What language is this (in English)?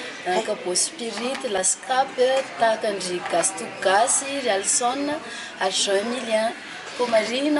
Malagasy